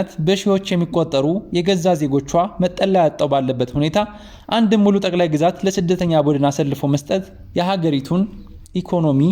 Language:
Amharic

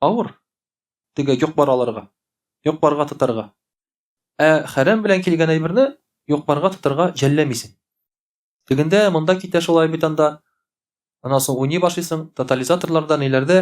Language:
Tatar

